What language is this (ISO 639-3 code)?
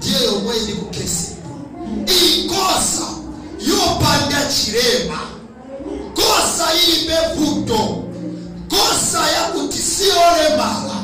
nya